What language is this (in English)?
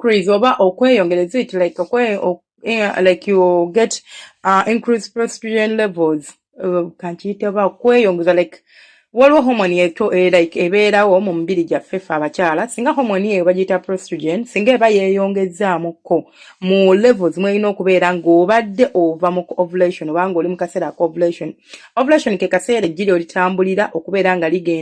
Ganda